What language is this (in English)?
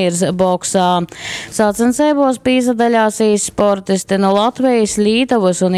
Latgalian